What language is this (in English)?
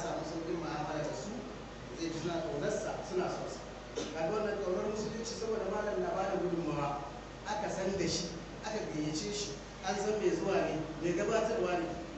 Hausa